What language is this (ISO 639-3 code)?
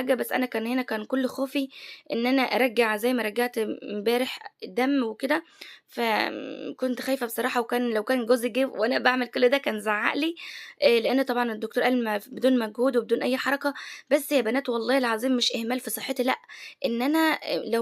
arz